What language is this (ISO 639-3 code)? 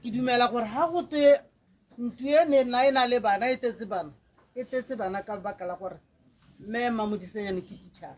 tsn